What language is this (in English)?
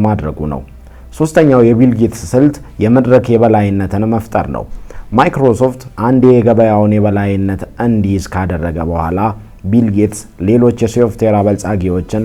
Amharic